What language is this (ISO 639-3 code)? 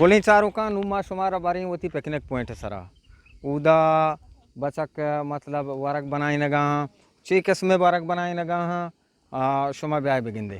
bgp